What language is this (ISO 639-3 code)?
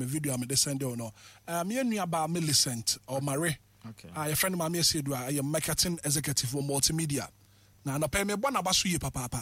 aka